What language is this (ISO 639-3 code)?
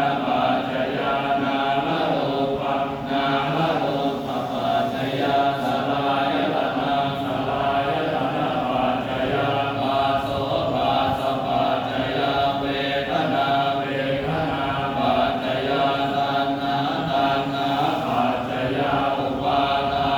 pli